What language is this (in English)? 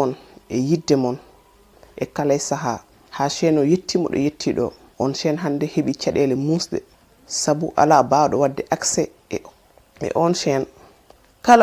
Fula